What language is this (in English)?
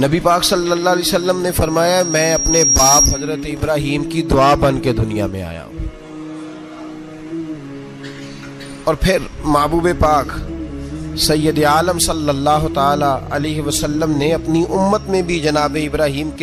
Urdu